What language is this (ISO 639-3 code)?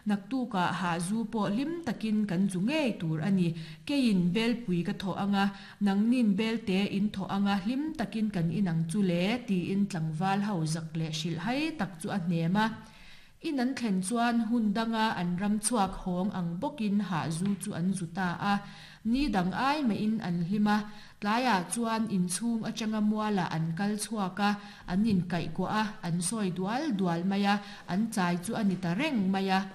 lus